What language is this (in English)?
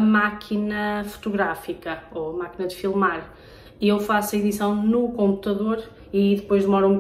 Portuguese